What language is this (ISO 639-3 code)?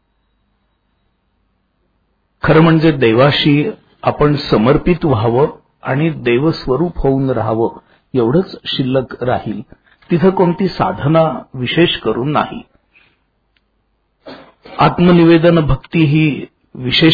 mar